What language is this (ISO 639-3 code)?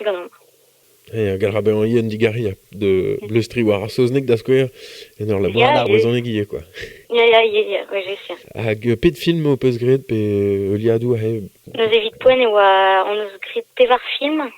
bre